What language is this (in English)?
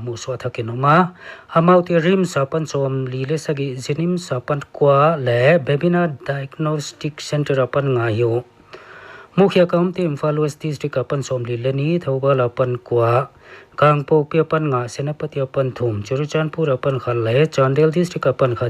Paite Chin